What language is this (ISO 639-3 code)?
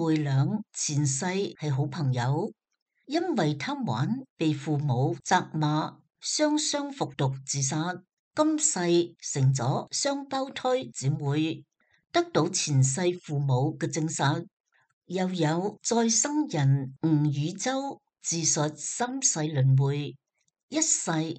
yue